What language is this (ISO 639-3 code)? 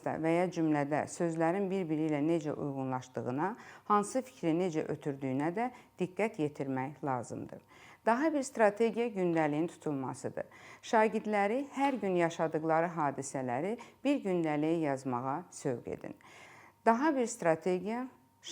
aze